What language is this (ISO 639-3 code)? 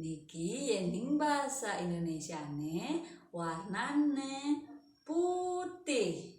ban